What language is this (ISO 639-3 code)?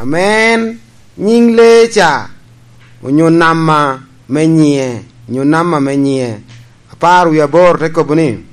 laj